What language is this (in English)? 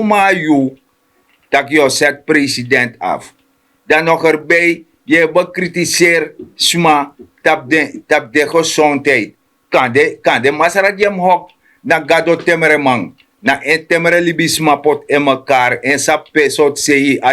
Sranan Tongo